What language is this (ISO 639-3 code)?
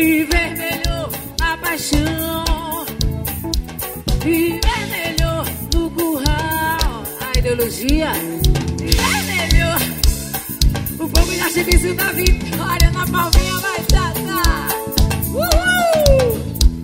por